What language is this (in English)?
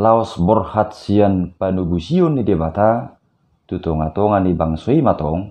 Batak Toba